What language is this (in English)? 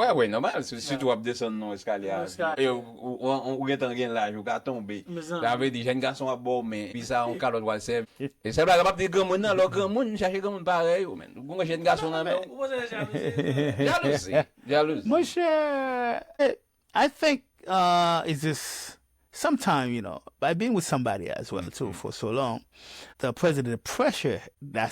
Haitian Creole